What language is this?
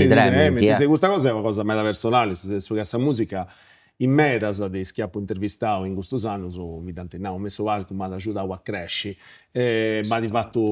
Sardinian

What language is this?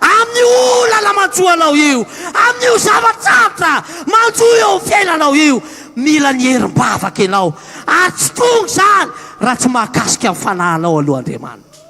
Malagasy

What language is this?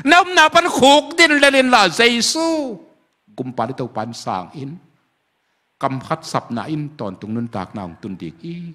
Tedim Chin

